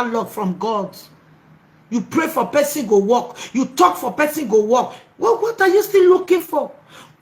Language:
Nigerian Pidgin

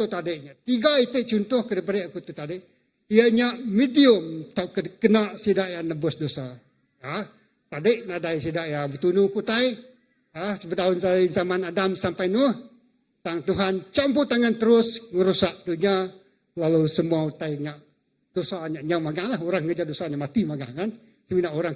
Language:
Iban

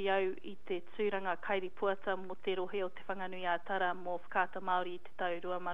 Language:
Māori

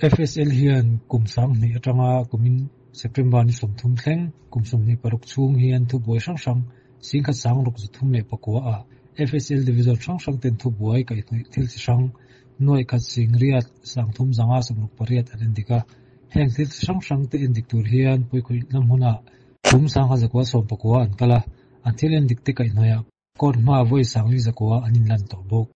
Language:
Mizo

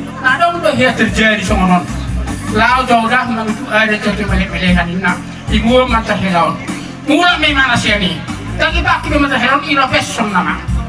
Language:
Batak Toba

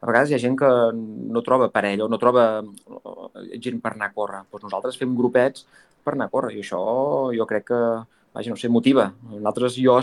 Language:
Catalan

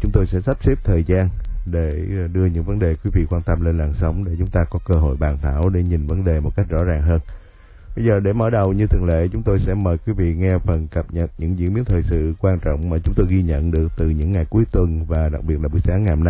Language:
Vietnamese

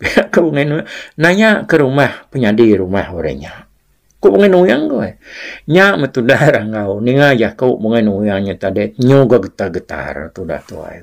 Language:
Iban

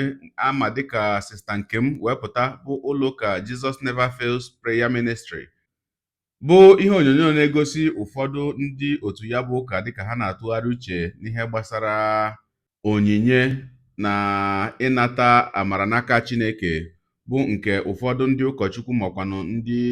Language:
Igbo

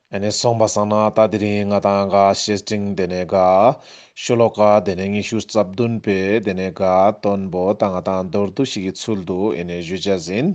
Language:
Ladakhi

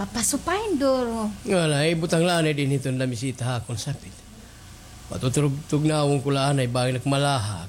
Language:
Waray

